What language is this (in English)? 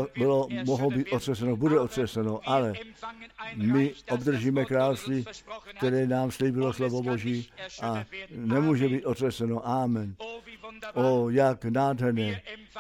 Czech